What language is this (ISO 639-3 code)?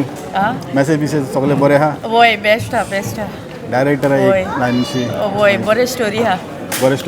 kok